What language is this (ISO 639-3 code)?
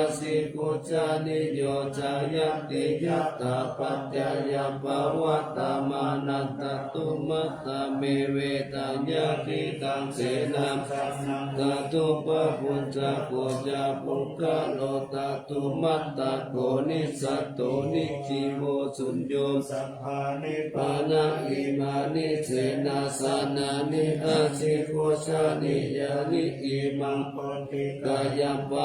pli